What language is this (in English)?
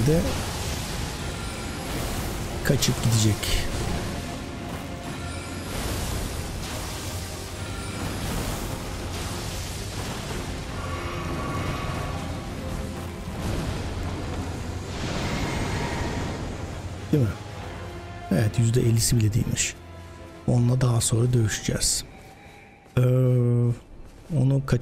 Turkish